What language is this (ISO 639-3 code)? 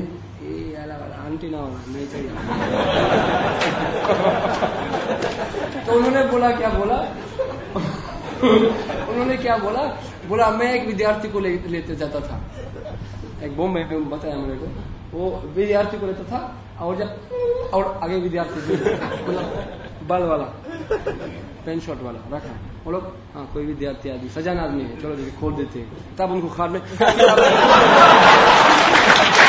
hin